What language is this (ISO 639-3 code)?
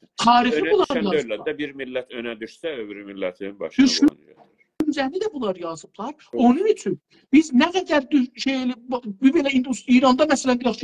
azb